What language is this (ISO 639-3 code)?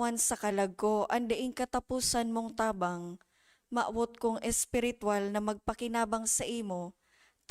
bik